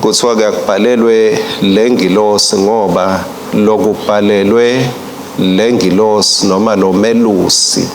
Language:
Swati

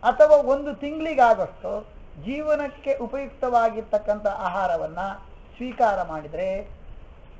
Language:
Kannada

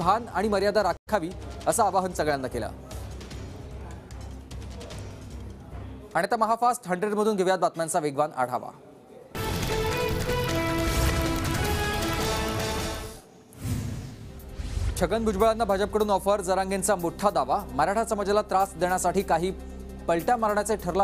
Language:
Marathi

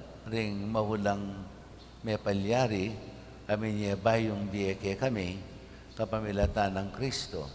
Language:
Pampanga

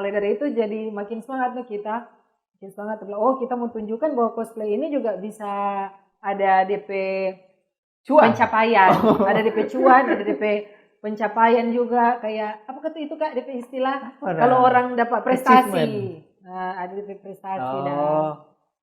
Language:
Manado Malay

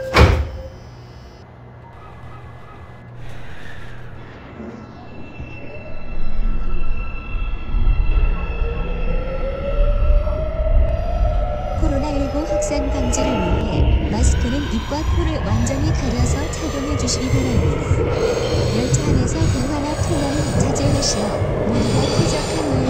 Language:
Korean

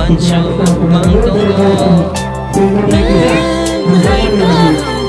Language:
Kok Borok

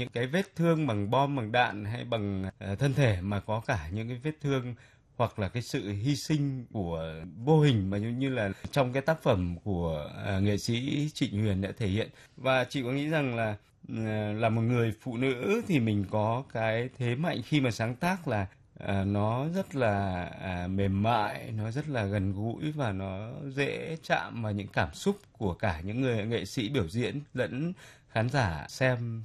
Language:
Vietnamese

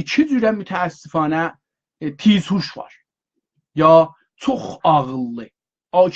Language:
South Azerbaijani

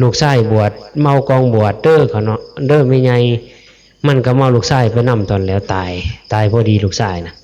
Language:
Northeastern Thai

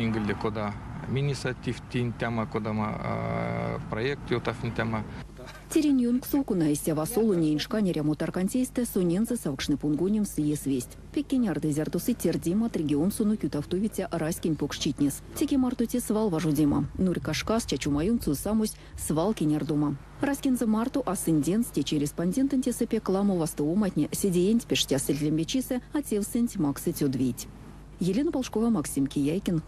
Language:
Erzya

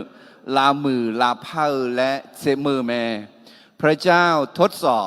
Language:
Akha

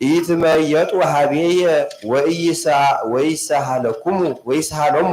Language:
Geez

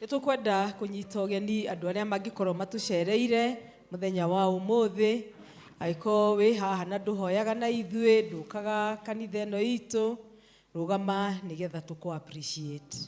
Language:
Kikuyu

